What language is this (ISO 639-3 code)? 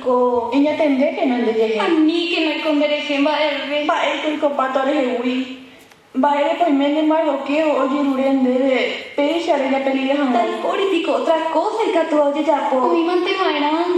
grn